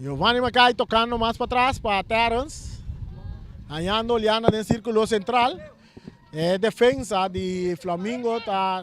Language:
Papiamento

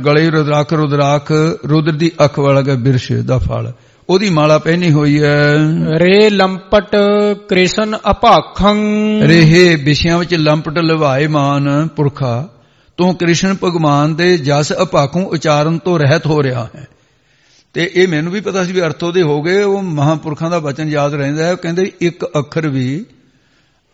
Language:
Punjabi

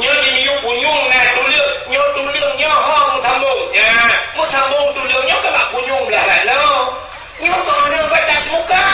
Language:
Achinese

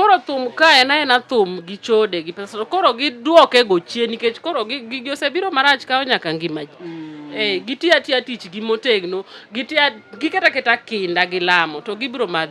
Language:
Luo (Kenya and Tanzania)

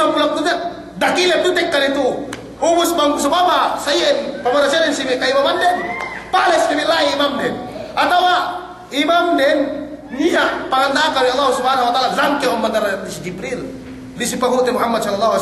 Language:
Yakan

